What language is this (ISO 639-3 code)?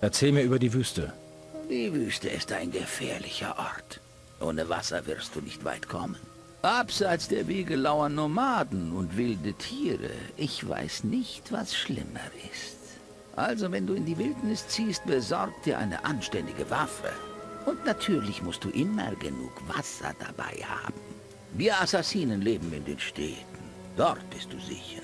bar